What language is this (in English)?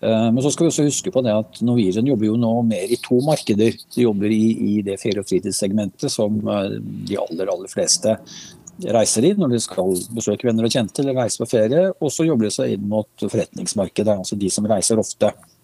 Norwegian